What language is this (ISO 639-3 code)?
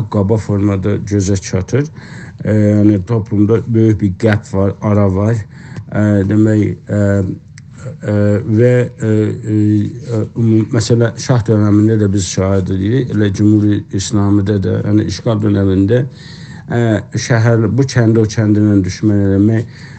azb